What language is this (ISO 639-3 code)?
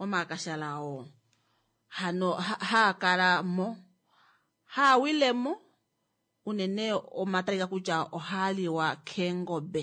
kua